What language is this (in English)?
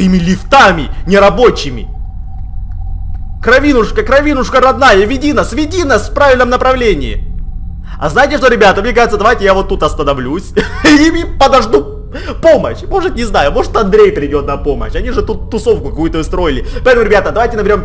Russian